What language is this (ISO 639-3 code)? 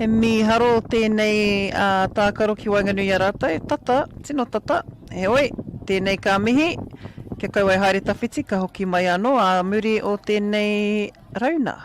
mri